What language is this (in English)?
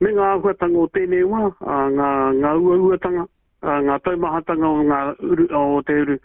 Māori